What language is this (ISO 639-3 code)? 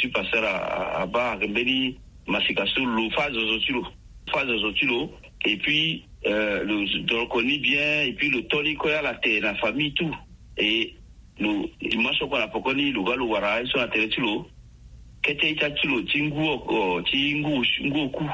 sag